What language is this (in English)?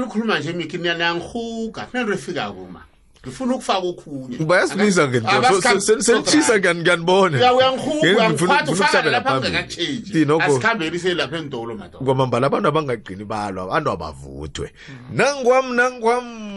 South Ndebele